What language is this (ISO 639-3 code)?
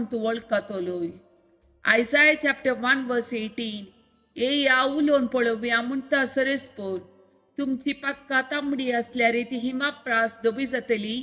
kok